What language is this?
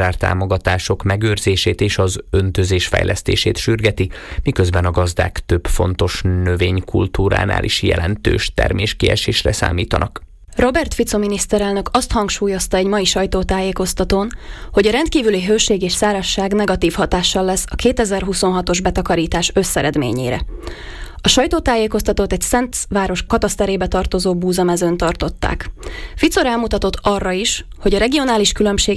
Hungarian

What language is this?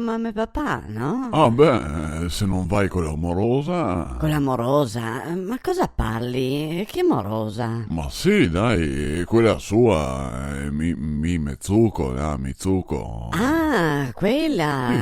Venetian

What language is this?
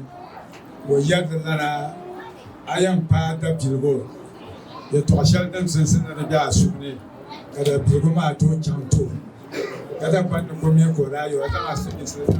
Dagbani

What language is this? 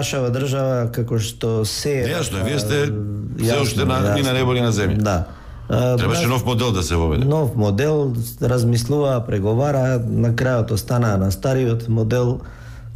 Macedonian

